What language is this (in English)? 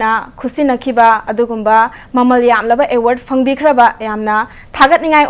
Manipuri